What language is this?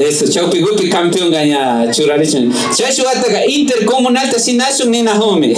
Imbabura Highland Quichua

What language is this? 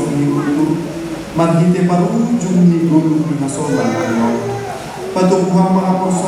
Batak Simalungun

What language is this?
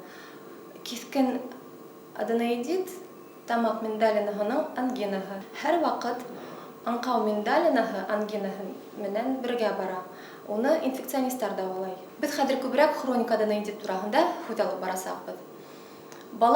Bashkir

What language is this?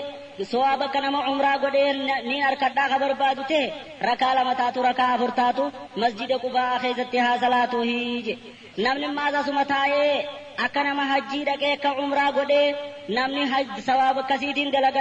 Oromo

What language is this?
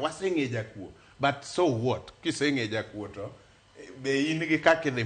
Luo (Kenya and Tanzania)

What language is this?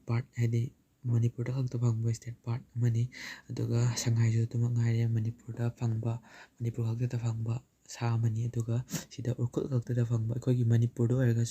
Manipuri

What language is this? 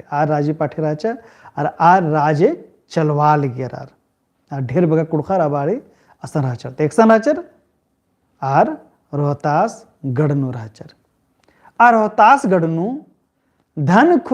Kurukh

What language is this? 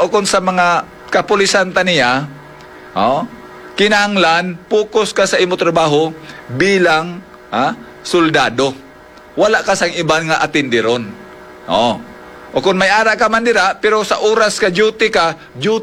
Hiligaynon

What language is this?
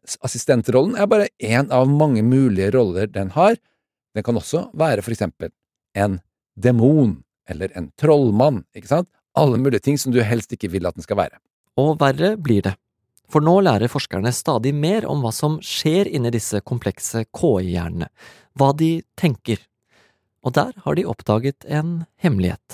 Norwegian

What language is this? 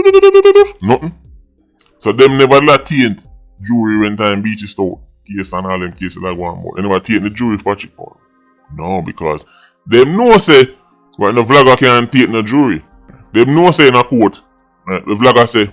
Jamaican Creole English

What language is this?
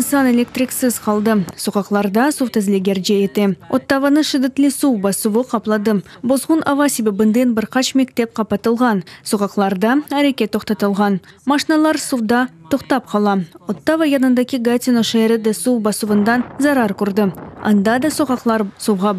Crimean Tatar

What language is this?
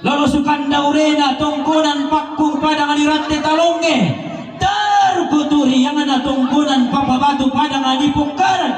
Toraja-Sa'dan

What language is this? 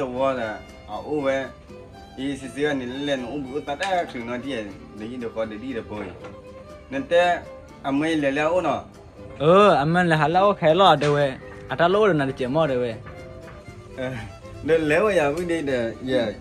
S'gaw Karen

